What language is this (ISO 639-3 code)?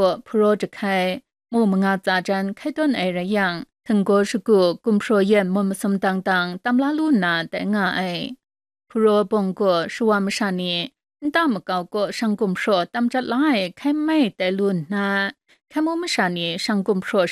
kac